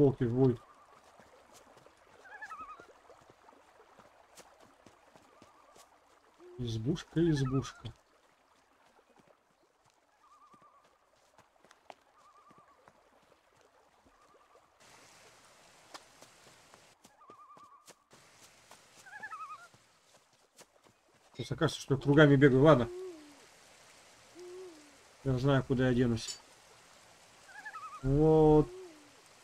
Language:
Russian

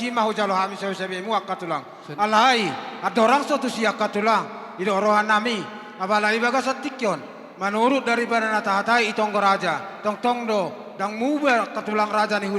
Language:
Batak Toba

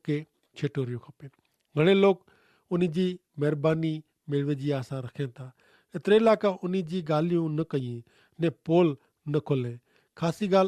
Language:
Kachhi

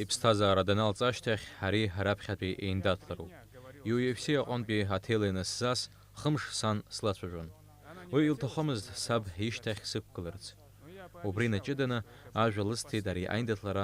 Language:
Abkhazian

